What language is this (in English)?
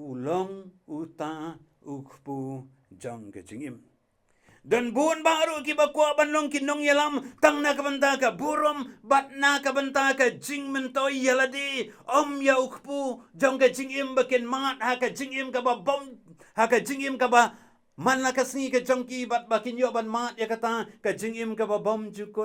Khasi